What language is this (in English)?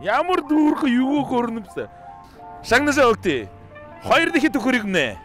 Buriat